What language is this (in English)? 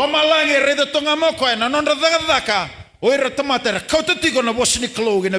Fijian